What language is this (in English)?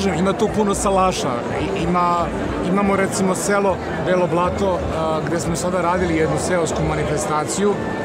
Serbian